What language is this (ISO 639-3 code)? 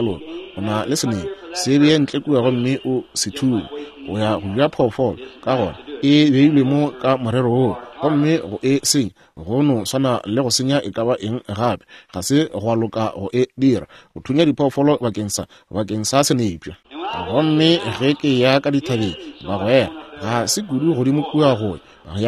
nso